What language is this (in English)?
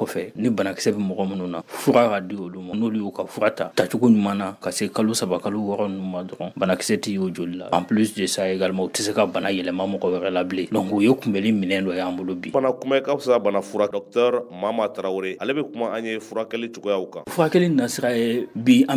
Bambara